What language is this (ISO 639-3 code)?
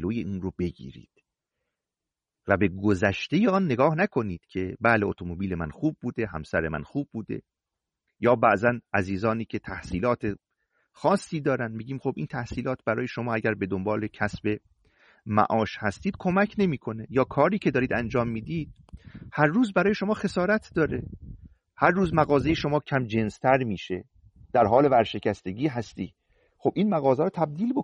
fas